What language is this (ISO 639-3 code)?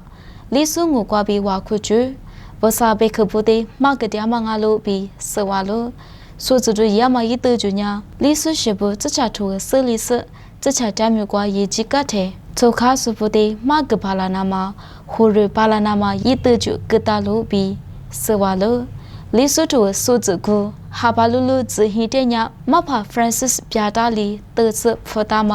lis